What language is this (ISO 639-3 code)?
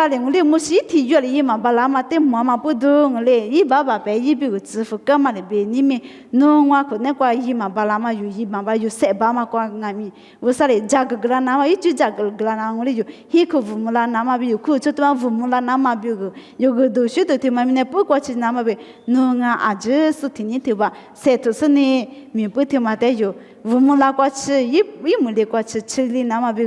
lis